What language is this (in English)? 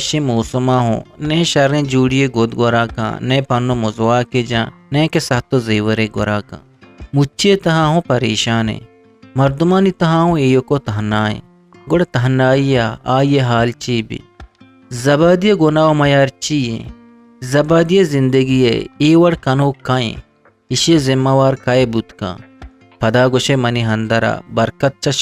Eastern Balochi